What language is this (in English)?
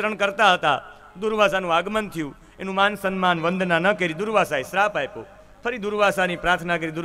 Gujarati